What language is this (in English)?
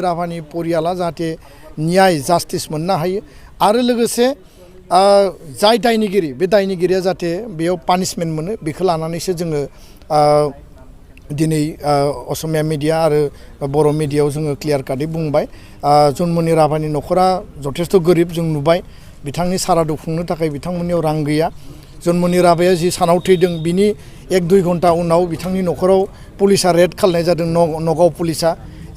Bodo